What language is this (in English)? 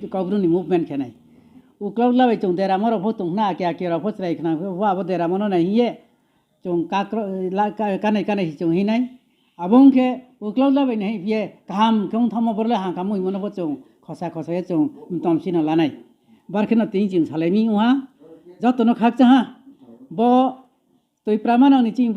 Riang (India)